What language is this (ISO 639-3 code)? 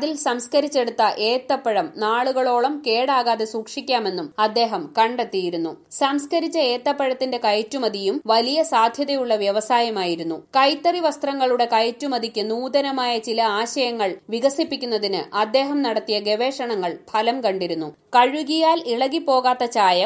mal